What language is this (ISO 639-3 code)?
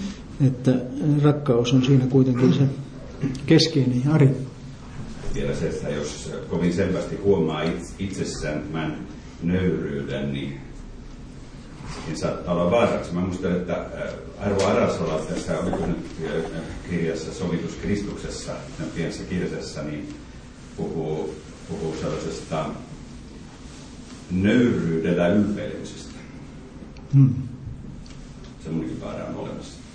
fin